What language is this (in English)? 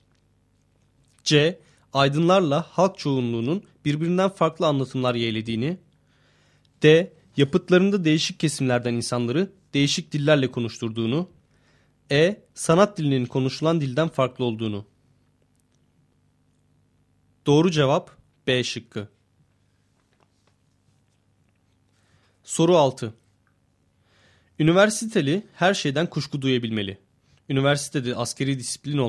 Turkish